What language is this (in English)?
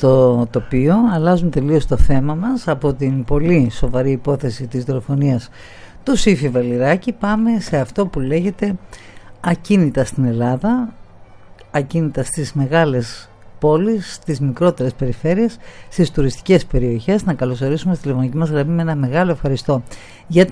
Greek